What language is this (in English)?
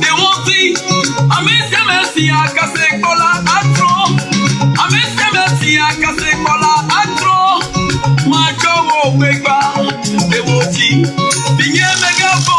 Ewe